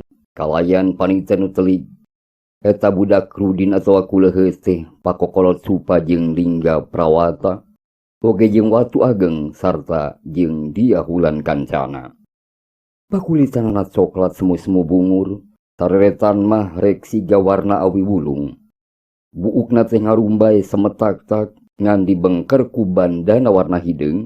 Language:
Sundanese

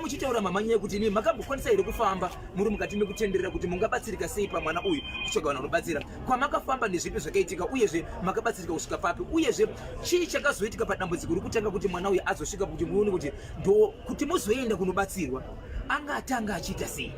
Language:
Shona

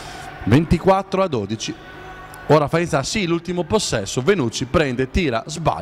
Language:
Italian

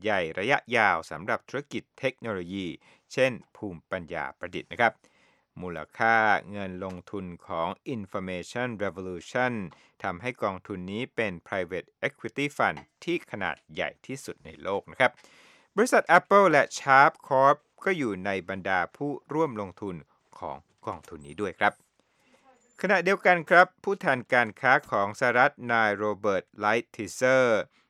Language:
Thai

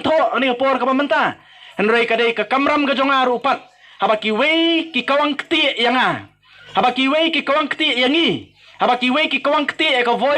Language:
Khasi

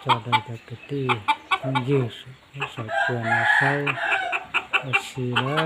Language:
Hmong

